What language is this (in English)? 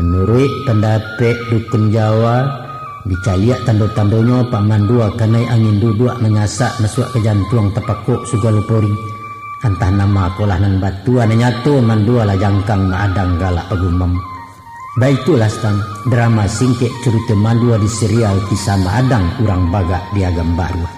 Minangkabau